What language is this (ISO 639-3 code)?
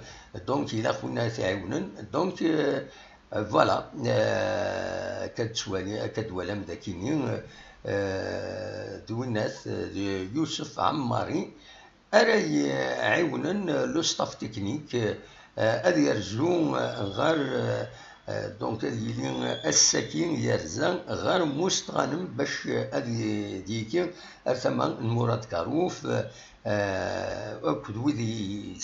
kab